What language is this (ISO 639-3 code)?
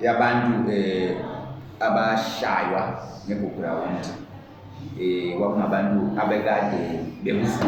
zul